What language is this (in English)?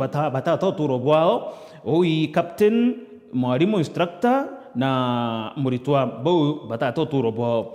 Meru